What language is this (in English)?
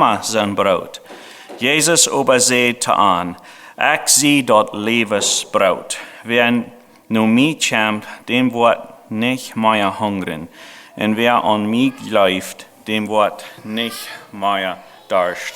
Plautdietsch